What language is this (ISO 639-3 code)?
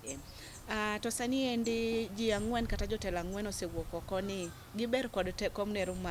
luo